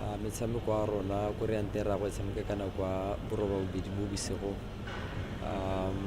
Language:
Tswana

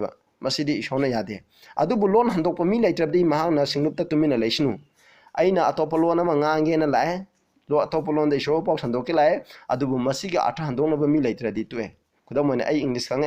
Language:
Manipuri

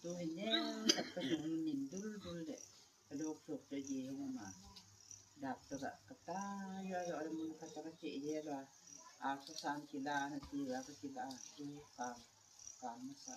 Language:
Gangte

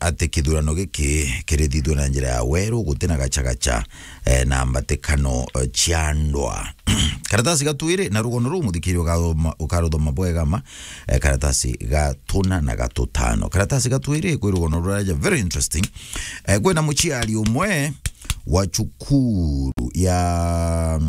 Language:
Meru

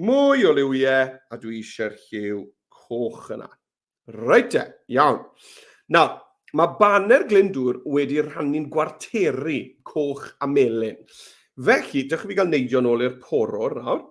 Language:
Welsh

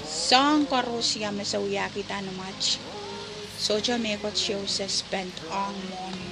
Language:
Pohnpeian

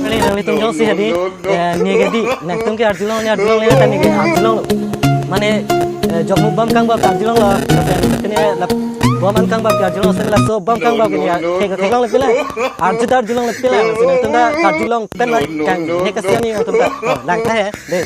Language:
Karbi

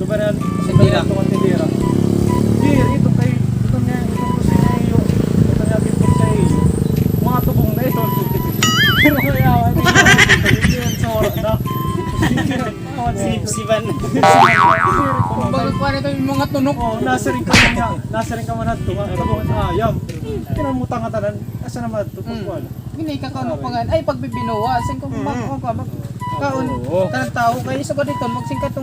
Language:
Waray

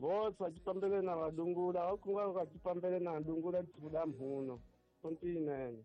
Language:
Tsonga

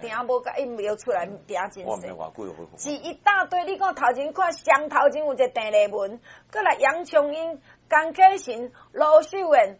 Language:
Min Nan Chinese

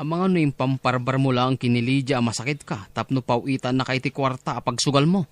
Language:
Iloko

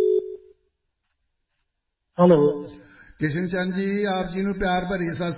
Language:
Punjabi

